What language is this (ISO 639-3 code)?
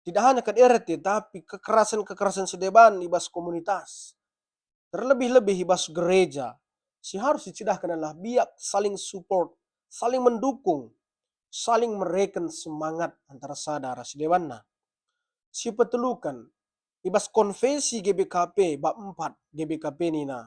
btx